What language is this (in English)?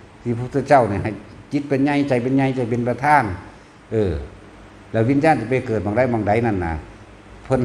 Northeastern Thai